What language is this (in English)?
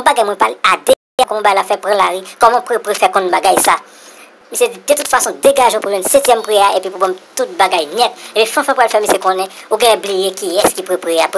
Haitian Creole